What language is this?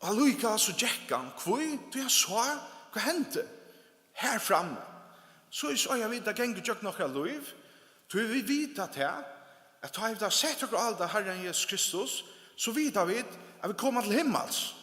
Faroese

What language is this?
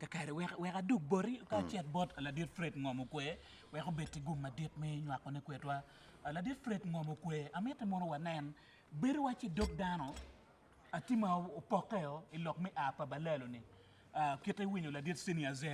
Acoli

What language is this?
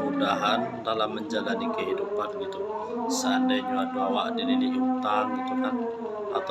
Minangkabau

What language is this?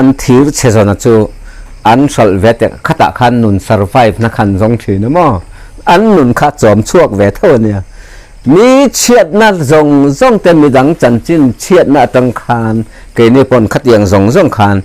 Mizo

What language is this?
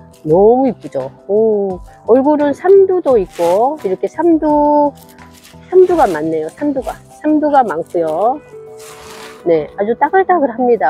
Korean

